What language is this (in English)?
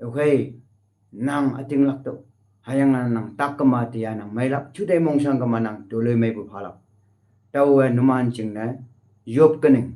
Konyak Naga